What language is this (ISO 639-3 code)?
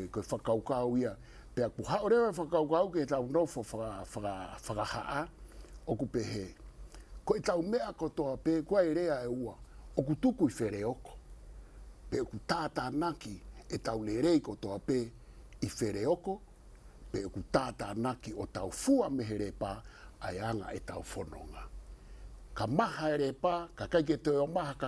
ton